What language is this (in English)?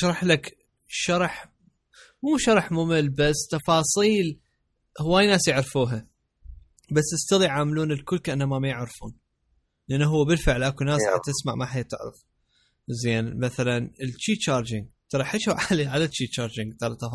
Mesopotamian Arabic